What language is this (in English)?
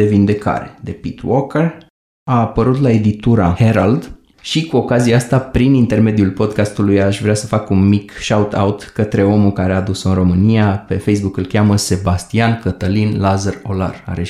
Romanian